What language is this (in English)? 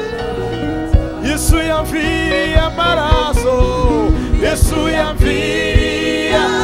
Kinyarwanda